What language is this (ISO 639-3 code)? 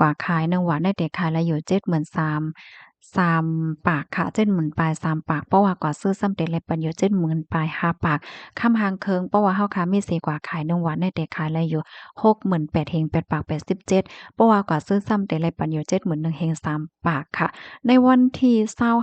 shn